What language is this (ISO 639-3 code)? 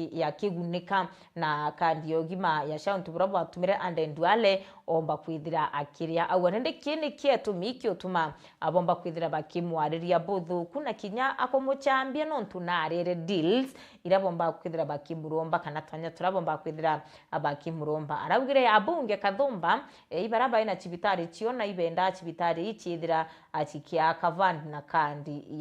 mer